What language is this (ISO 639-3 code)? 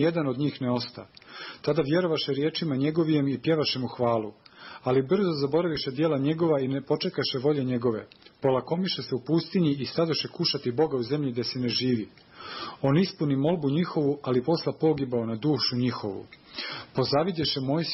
srp